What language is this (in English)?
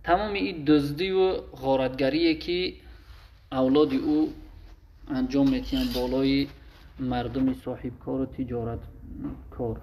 Tajik